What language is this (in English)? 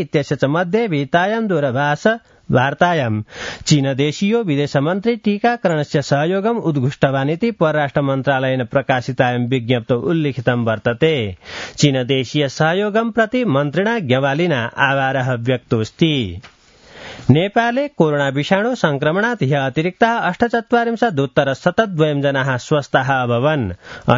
Sanskrit